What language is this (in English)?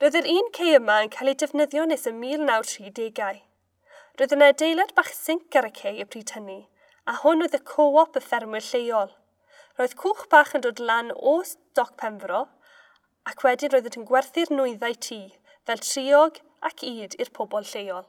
Welsh